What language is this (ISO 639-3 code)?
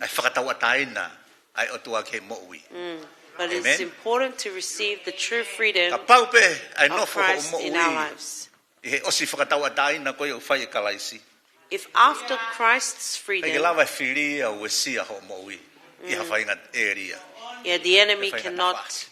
ton